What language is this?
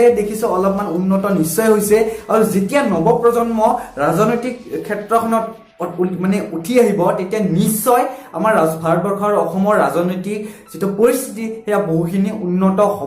Assamese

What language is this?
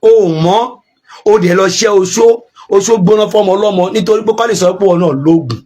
Yoruba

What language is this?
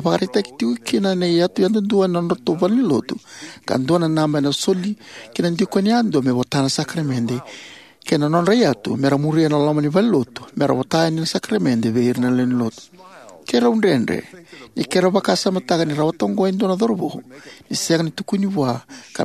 Fijian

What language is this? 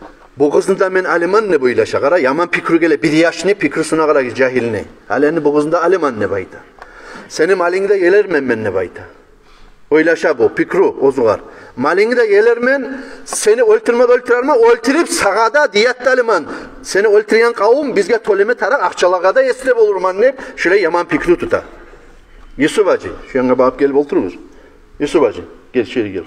Kumyk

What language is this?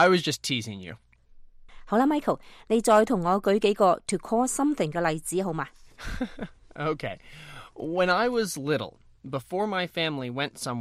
Cantonese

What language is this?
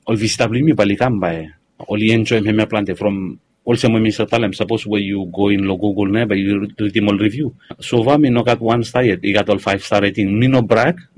Bislama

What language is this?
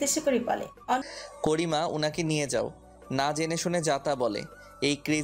Bangla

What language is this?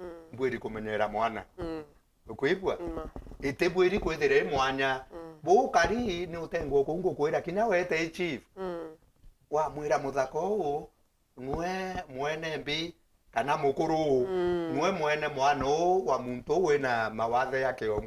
Meru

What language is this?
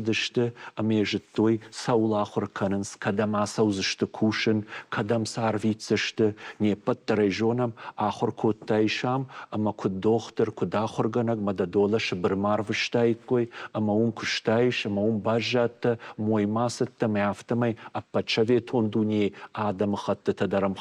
Ossetic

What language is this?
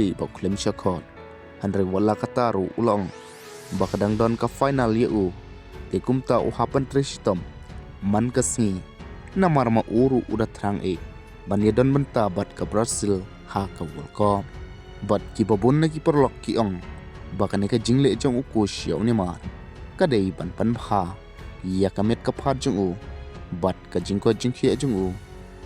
Khasi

